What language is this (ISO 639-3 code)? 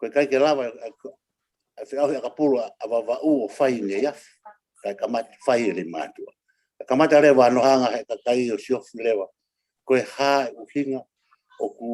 ton